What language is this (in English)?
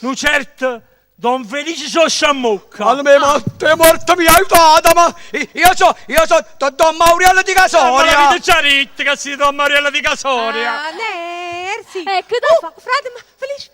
Neapolitan